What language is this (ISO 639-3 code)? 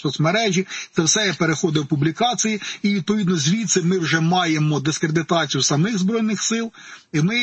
ukr